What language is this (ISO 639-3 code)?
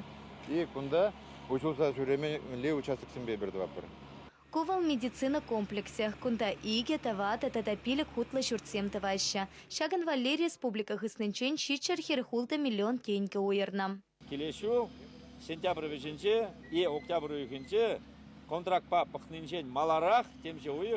chv